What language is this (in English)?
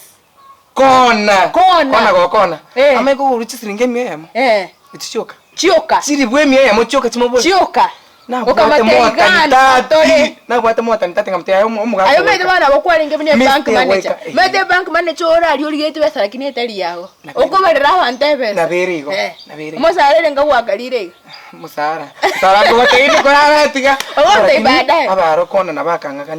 Gusii